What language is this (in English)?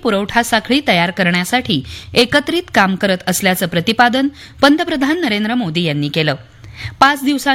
Marathi